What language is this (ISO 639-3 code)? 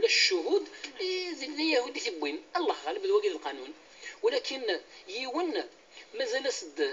kab